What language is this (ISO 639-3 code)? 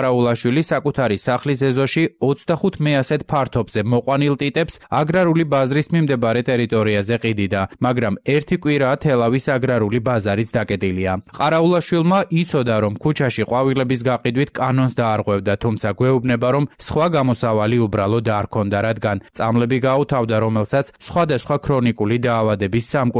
kat